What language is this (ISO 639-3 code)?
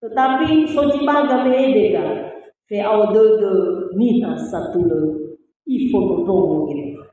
nia